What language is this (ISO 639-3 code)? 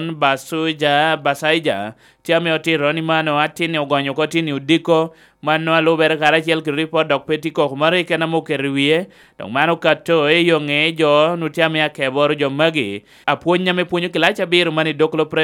laj